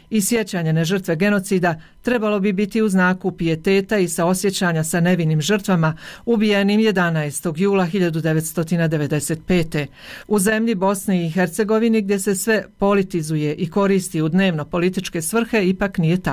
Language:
Bosnian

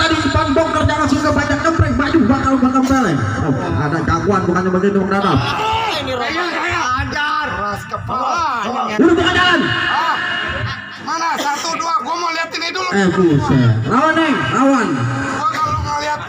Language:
Betawi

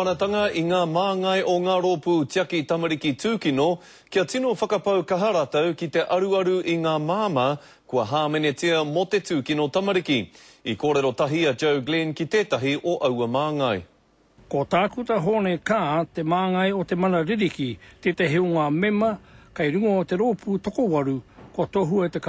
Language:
Māori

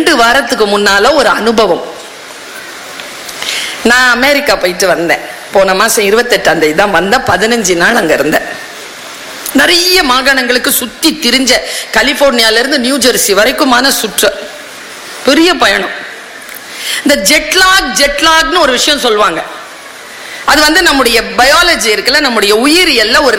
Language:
Tamil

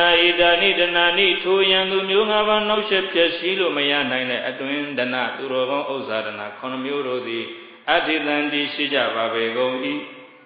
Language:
Burmese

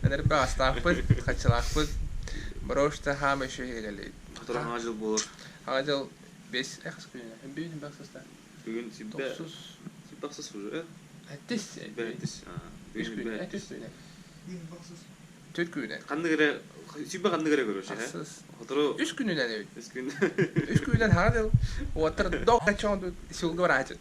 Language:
Yakut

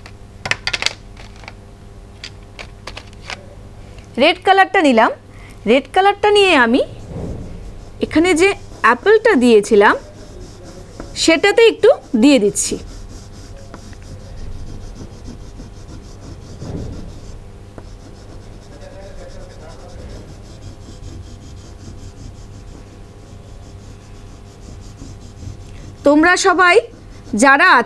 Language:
Bangla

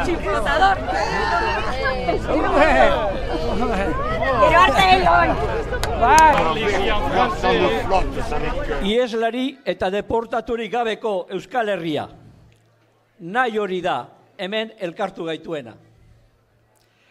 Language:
Basque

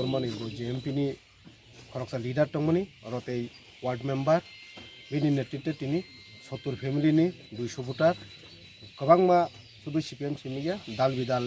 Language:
Kok Borok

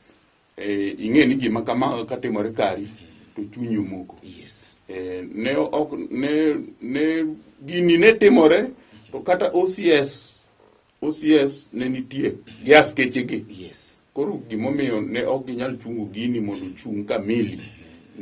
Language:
Luo (Kenya and Tanzania)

